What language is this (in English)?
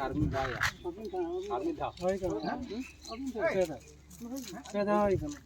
Santali